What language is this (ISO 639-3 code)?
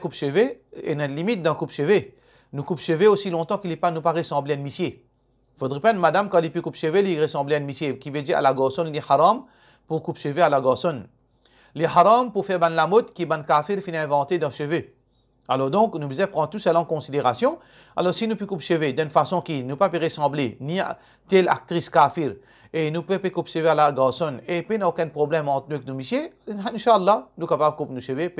mfe